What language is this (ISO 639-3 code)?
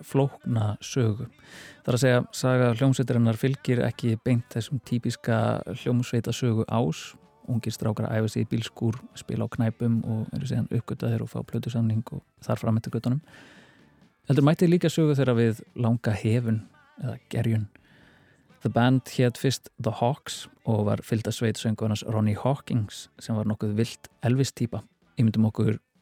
isl